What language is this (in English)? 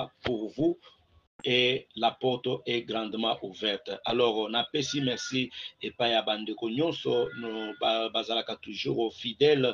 Lingala